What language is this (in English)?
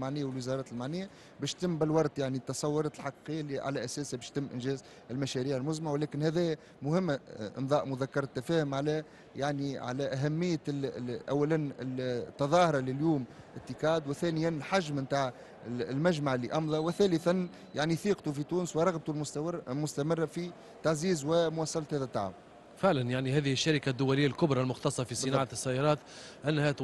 Tunisian Arabic